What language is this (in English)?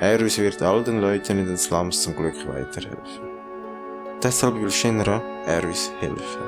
Swiss German